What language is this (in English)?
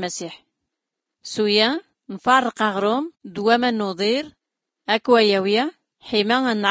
Tachelhit